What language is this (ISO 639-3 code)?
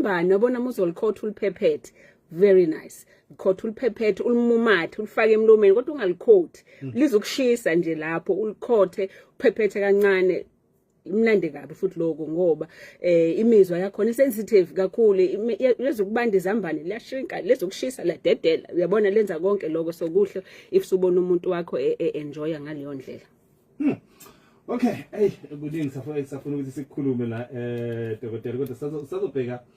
zul